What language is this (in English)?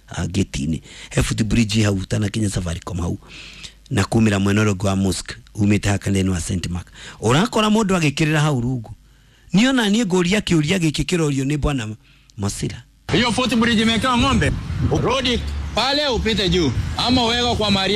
Kikuyu